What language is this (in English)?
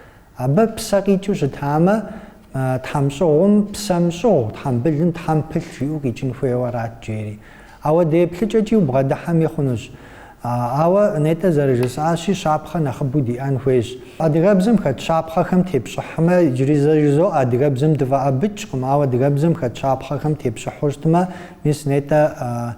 Kabardian